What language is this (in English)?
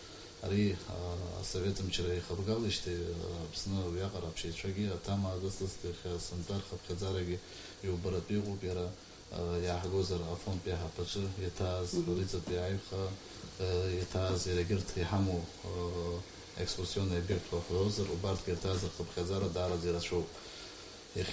Abkhazian